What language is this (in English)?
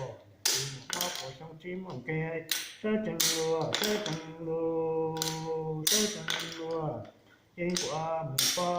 Hmong